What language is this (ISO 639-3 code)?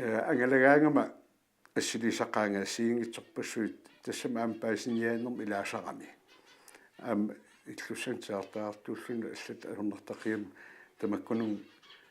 kal